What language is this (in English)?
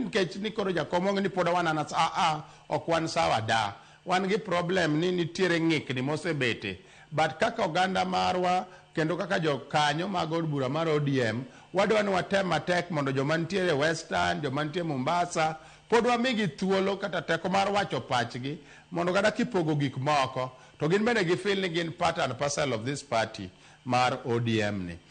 Luo (Kenya and Tanzania)